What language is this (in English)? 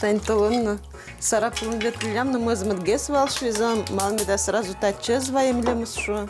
Udmurt